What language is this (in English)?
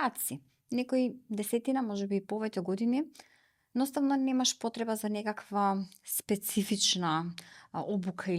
Macedonian